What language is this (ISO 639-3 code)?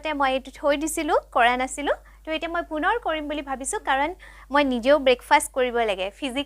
asm